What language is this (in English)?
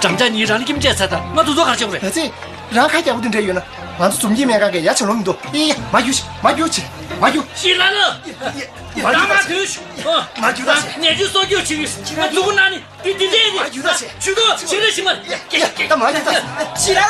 Tibetan